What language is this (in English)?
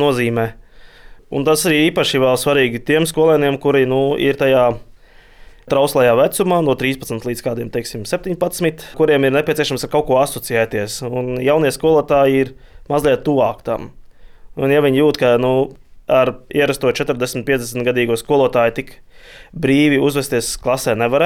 Latvian